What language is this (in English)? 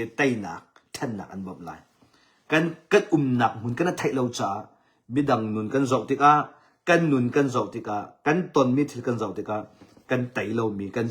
Hakha Chin